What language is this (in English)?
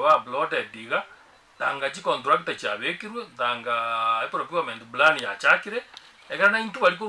Gusii